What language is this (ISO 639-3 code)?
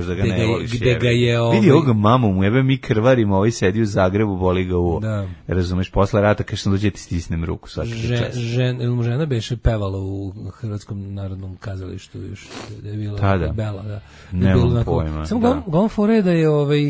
srp